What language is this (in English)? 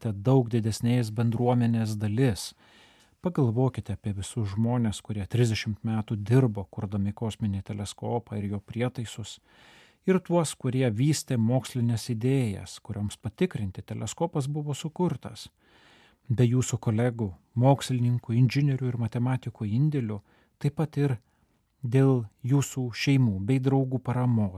Lithuanian